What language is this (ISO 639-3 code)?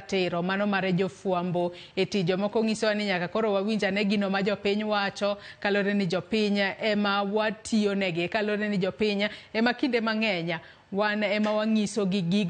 luo